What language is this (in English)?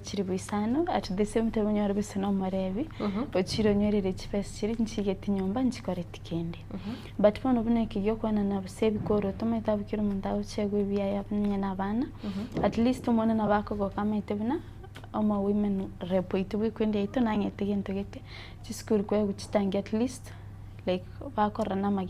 Gusii